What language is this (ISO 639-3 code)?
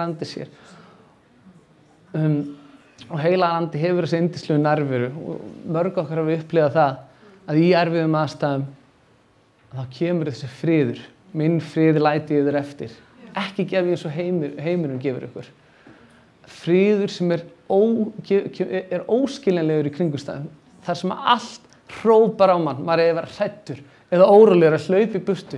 isl